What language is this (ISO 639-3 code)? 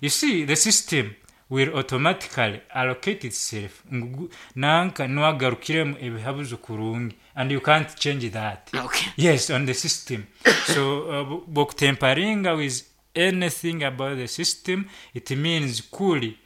nyn